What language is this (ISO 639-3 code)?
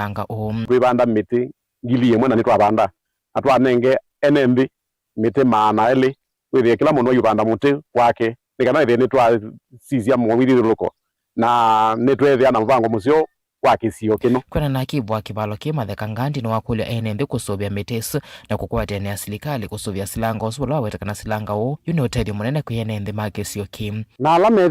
kam